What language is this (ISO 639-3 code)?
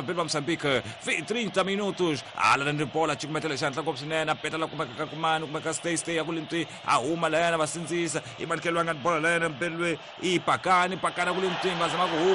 tso